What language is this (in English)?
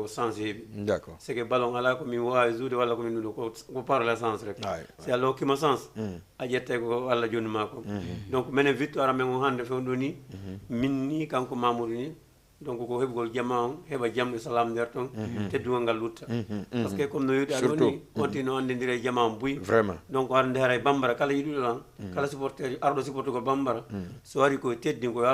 Fula